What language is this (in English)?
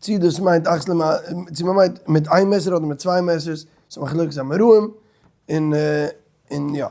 Yiddish